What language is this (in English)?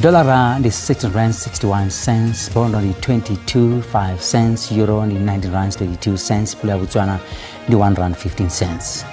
Venda